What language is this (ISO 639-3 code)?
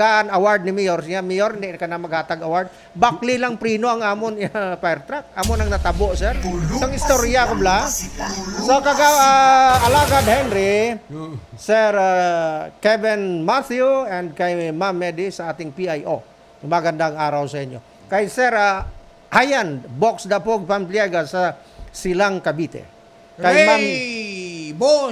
hil